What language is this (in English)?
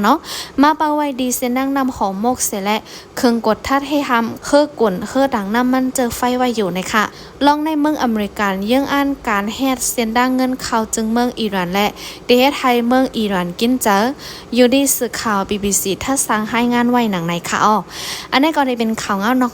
Shan